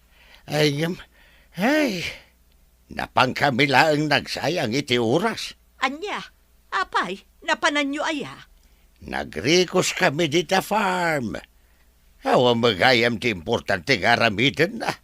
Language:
Iloko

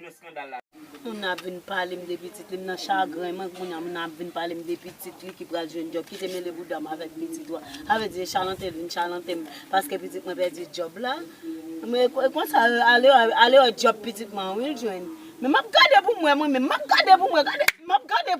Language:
Haitian Creole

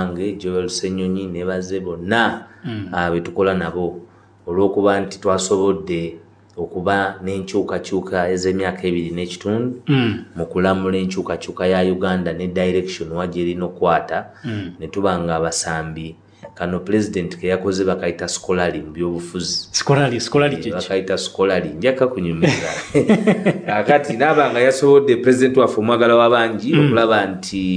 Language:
Ganda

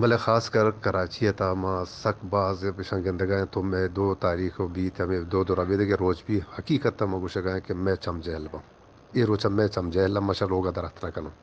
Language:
Eastern Balochi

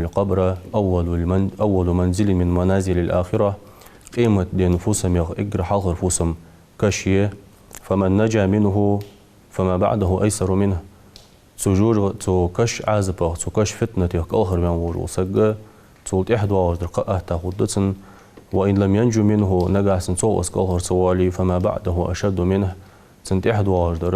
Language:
Ingush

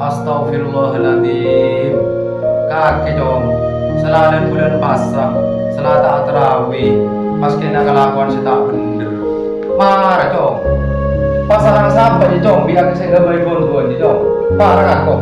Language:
Madurese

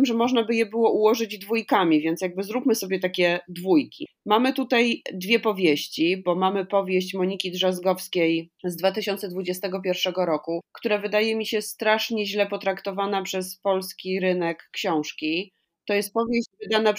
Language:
Polish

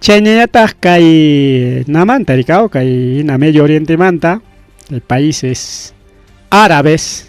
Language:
Ayacucho Quechua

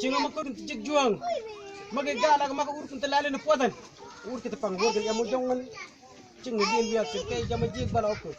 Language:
Mabaan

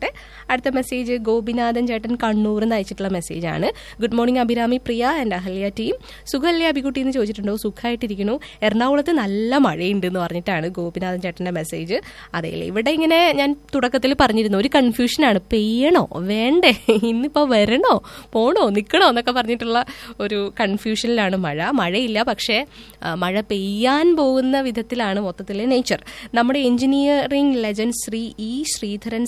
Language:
Malayalam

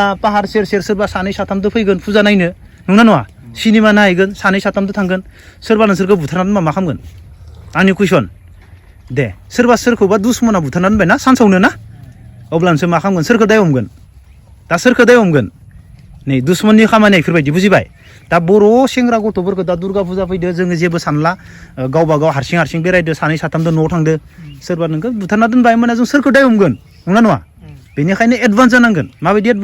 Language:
Bodo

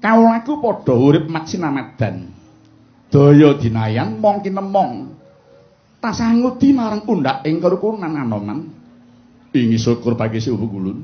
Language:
Javanese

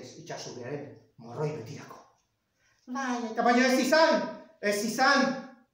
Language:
Basque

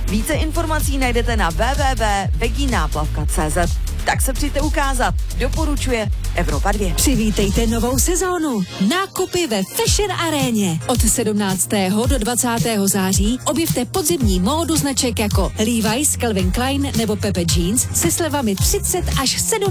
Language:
Czech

